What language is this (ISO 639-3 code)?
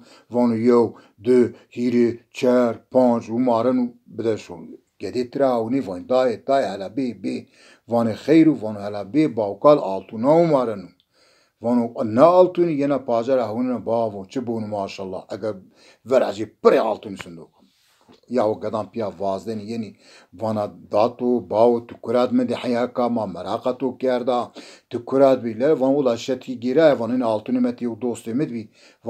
zza